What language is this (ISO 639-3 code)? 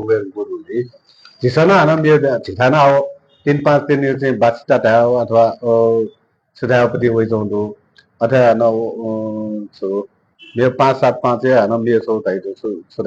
new